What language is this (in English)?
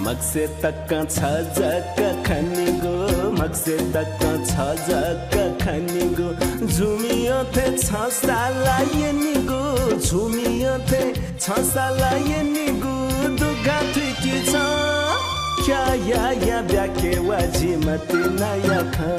Newari